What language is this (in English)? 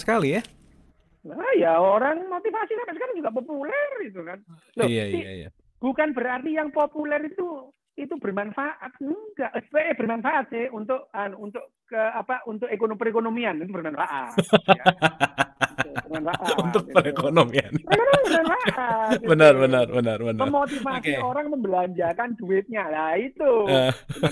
Indonesian